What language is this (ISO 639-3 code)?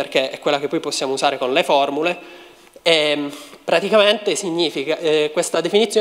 ita